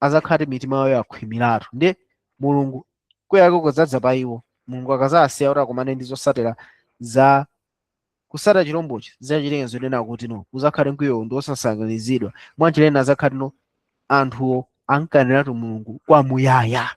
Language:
Nyanja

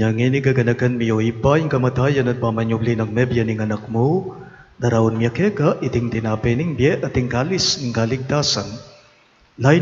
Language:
Pampanga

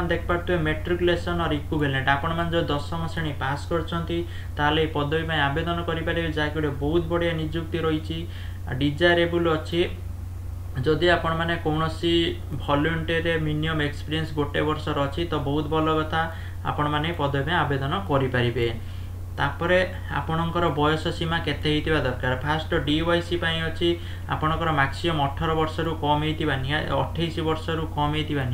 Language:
Odia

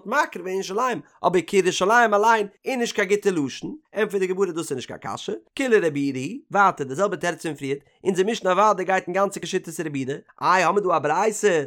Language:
Yiddish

